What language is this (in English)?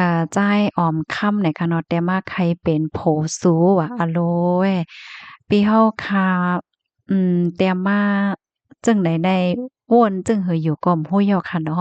Shan